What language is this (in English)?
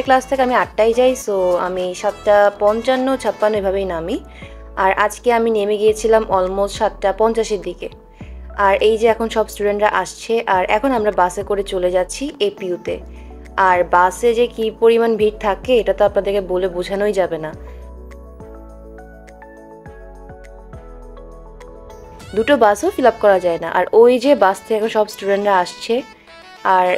Bangla